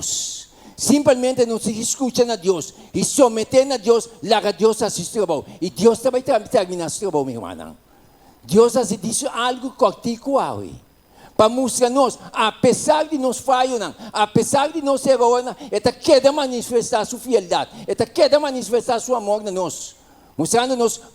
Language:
Papiamento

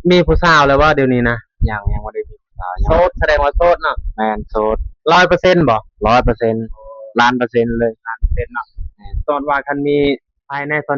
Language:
Lao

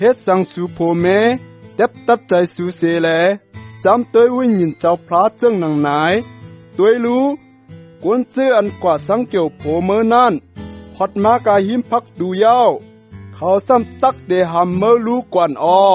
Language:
Shan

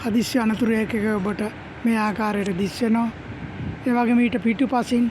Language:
Sinhala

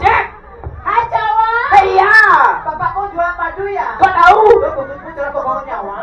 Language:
Balinese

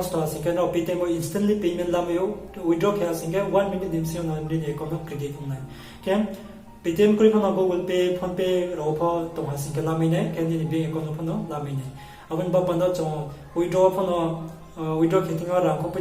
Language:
Riang (India)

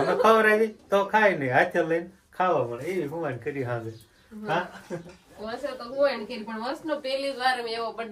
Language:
Gujarati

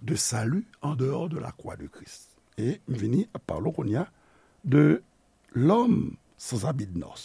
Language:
Haitian Creole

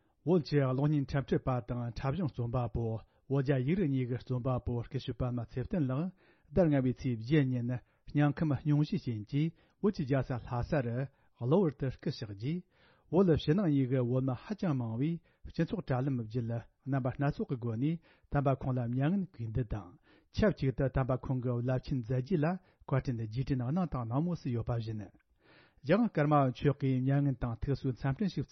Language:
Tibetan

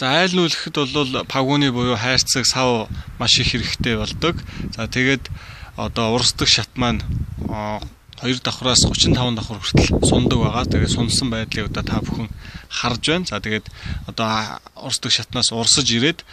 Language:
Mongolian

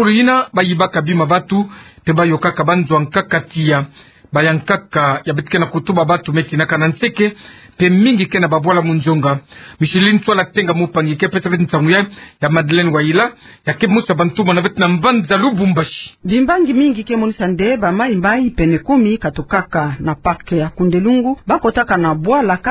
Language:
Kituba (Democratic Republic of Congo)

